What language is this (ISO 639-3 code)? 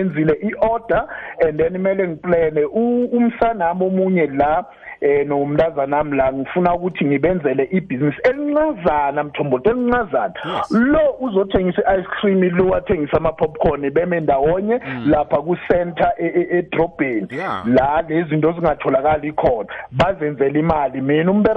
nbl